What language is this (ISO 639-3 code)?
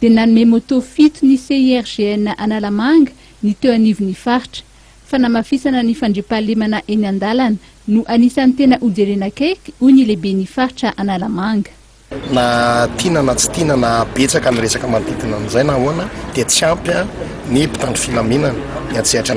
mlg